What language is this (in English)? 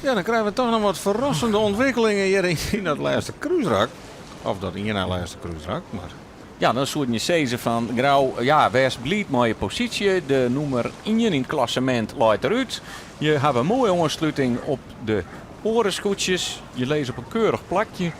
Western Frisian